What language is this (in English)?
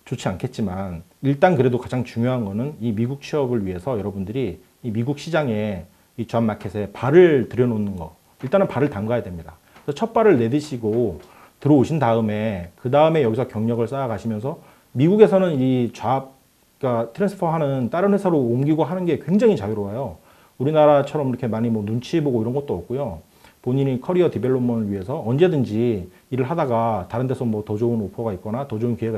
Korean